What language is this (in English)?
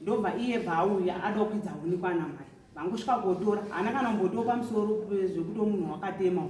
Shona